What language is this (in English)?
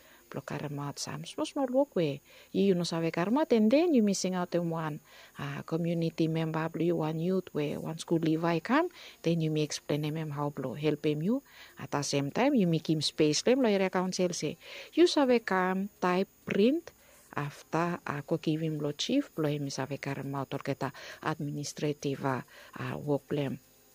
Bislama